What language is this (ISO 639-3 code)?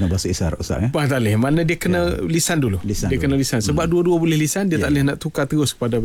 msa